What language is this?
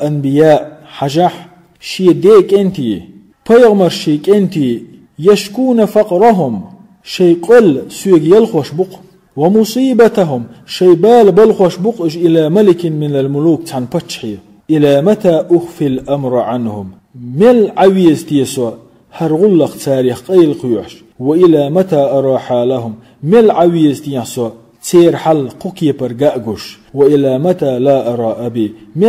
Chechen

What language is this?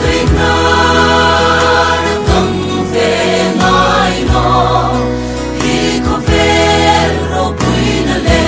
Hmar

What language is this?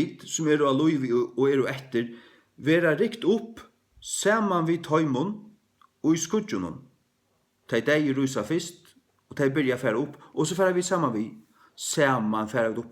Faroese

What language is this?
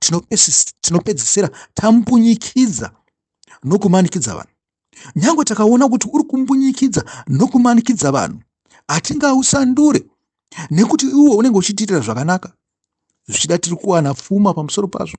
Shona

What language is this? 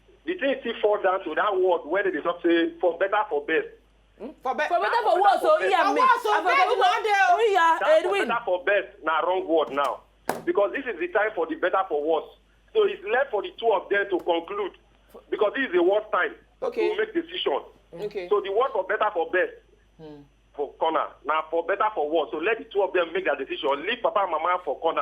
Nigerian Pidgin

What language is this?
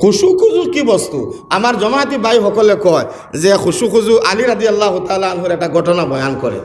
Sylheti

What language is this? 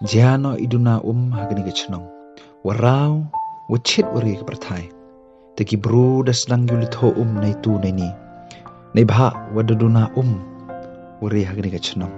Pnar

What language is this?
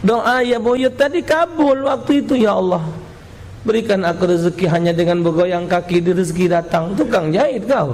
Musi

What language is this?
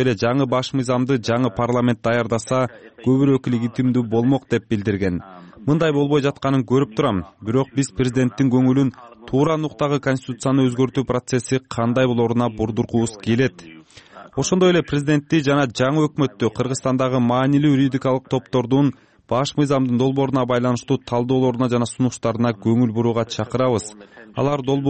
Kyrgyz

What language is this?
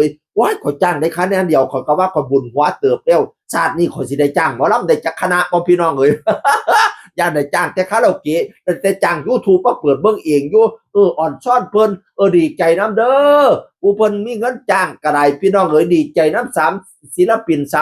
Northeastern Thai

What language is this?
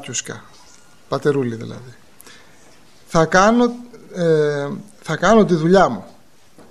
Greek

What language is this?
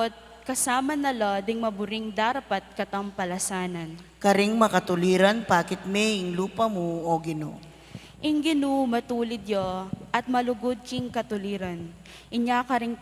Pampanga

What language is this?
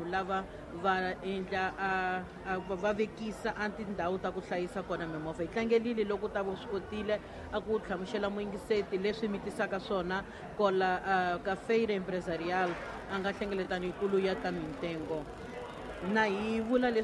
Tsonga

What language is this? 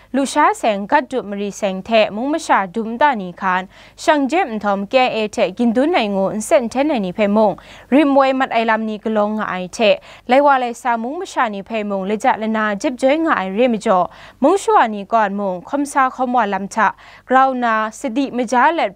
Kachin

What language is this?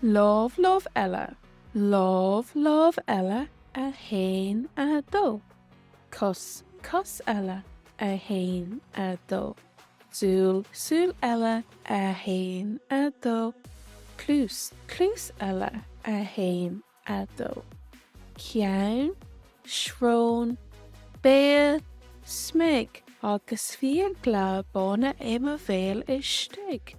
Irish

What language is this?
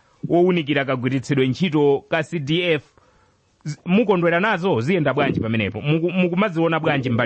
Nyanja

